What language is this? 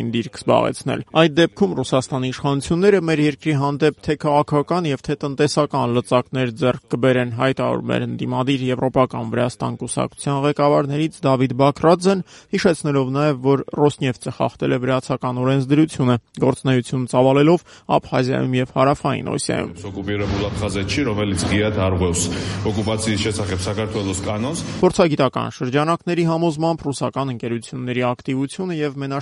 Armenian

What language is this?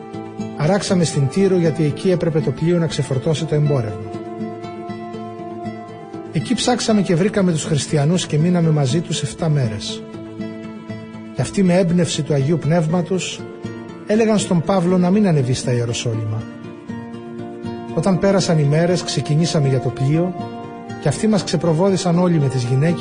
Greek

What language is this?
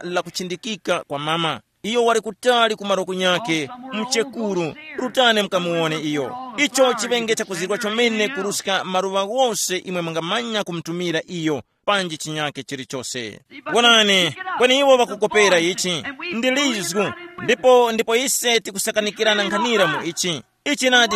Tumbuka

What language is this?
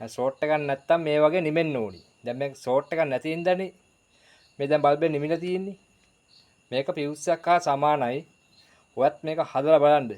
Sinhala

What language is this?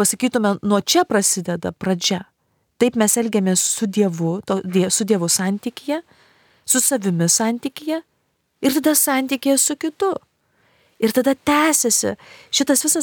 Lithuanian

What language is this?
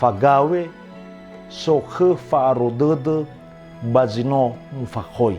Nias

